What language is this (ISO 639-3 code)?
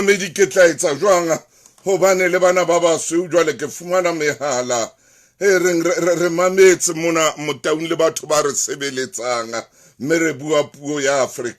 sot